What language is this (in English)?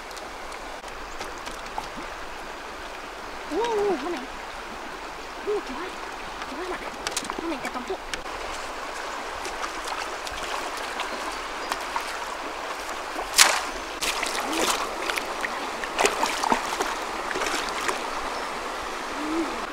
Vietnamese